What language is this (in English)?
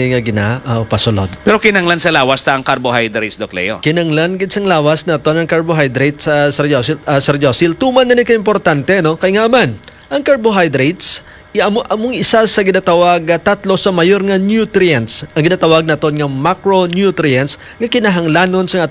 Hiligaynon